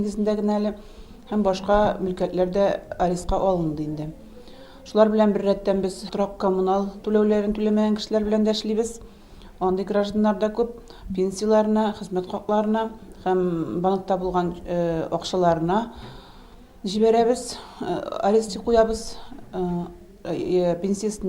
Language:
Tatar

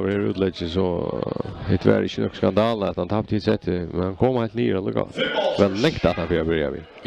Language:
Faroese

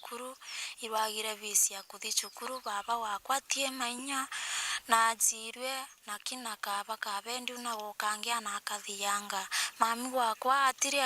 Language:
Meru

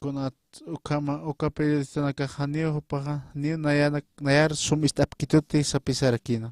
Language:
Aymara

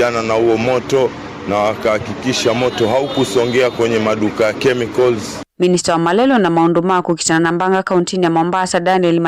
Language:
Kamba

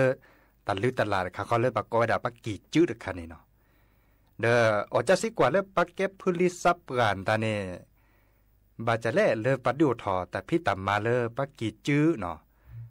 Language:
S'gaw Karen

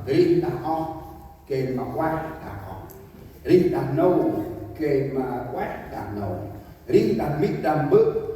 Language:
Central Mnong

